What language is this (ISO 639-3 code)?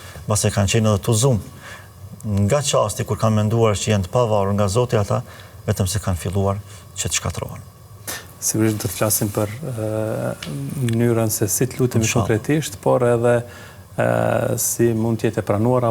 sqi